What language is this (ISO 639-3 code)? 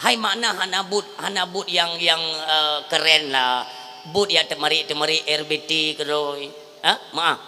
ace